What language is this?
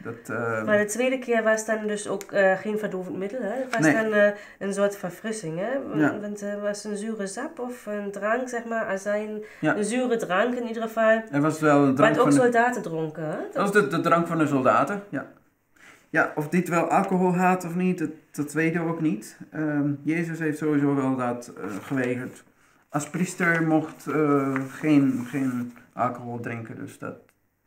Dutch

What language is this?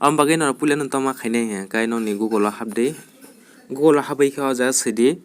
Kok Borok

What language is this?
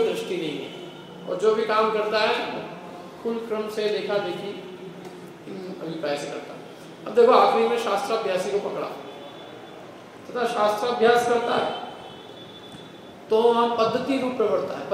Hindi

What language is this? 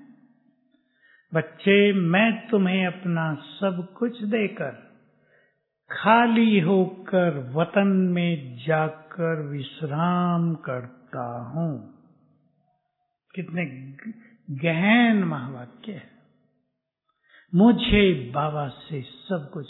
Hindi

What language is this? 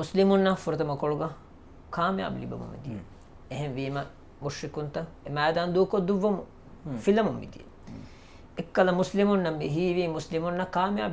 Divehi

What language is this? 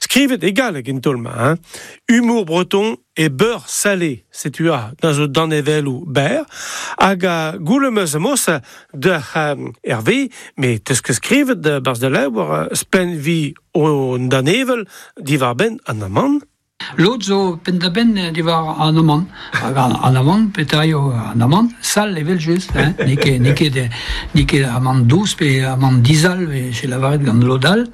Breton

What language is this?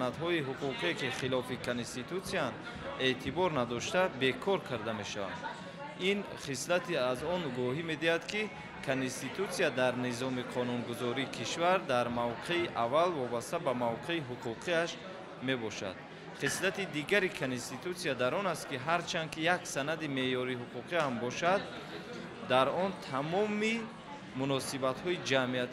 Tajik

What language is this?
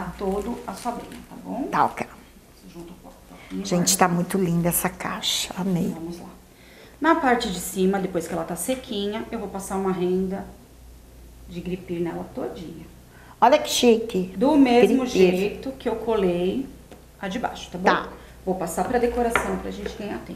Portuguese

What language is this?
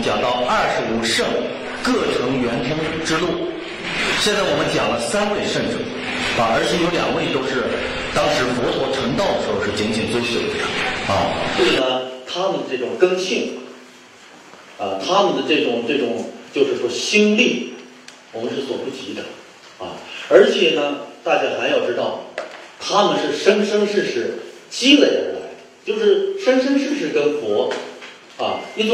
Chinese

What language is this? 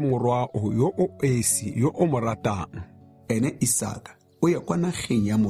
Tswana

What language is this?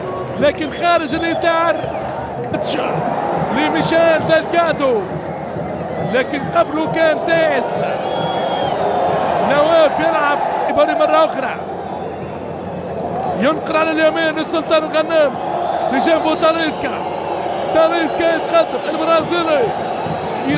Arabic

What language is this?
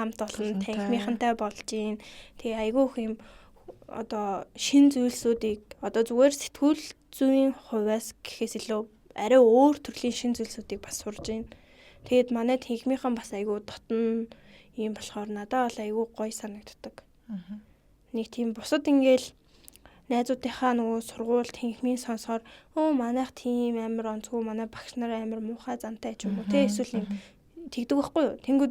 Mongolian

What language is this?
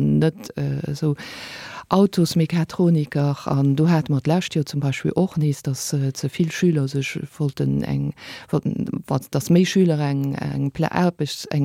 Luxembourgish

